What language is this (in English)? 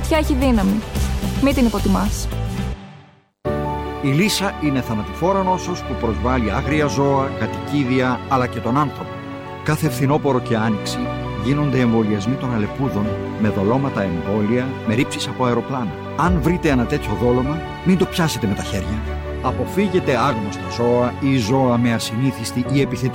Greek